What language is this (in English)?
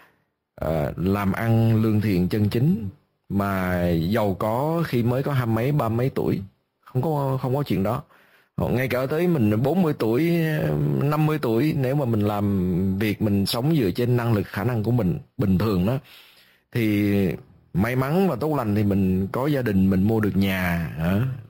Vietnamese